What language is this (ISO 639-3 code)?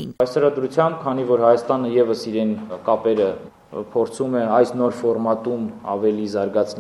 hye